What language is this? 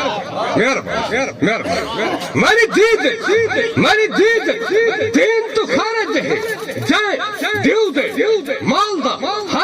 Saraiki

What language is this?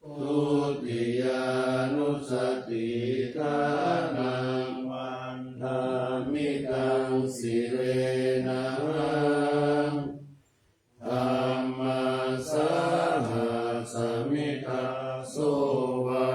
Pali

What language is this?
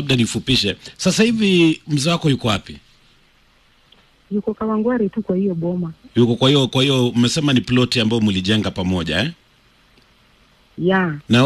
Swahili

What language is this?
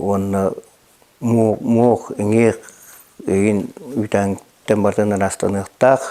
Yakut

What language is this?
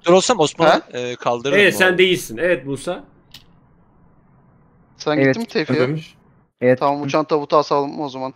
Turkish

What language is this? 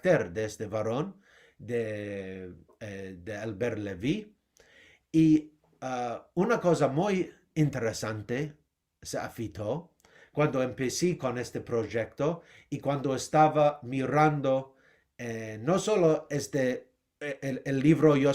Ladino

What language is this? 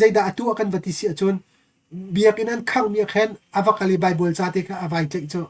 Hakha Chin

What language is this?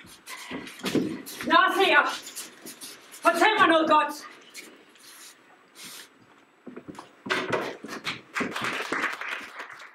Danish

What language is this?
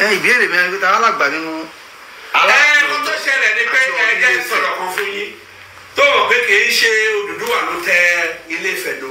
Yoruba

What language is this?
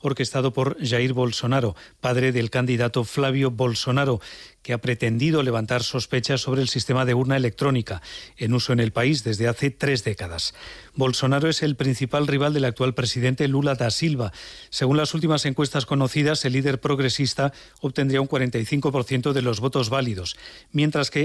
Spanish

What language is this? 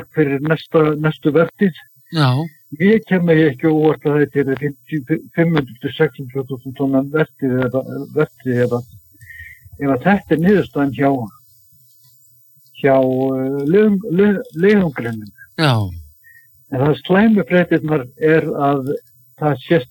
Icelandic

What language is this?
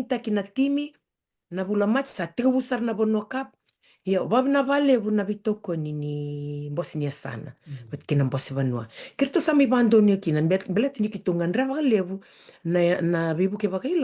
Fijian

